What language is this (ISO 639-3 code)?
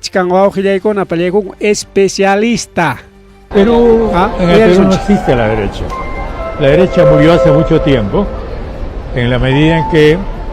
quy